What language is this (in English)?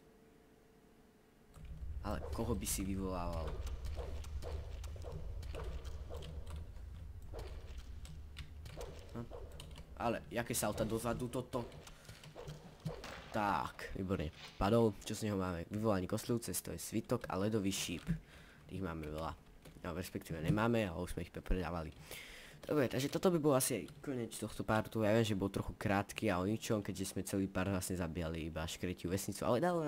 Slovak